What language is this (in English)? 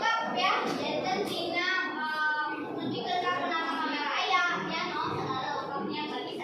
Sundanese